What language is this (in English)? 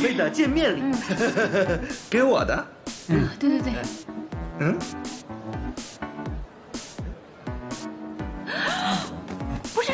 Chinese